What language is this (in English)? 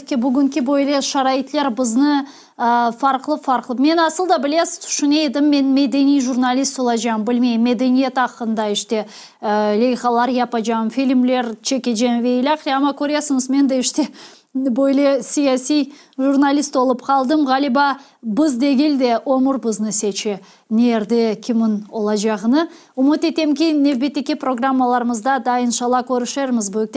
Crimean Tatar